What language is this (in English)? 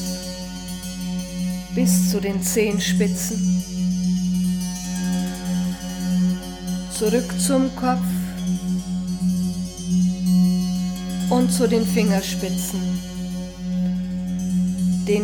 German